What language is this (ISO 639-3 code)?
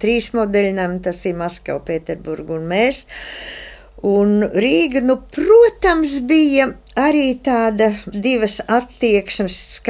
lav